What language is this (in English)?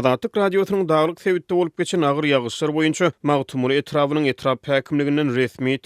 Turkmen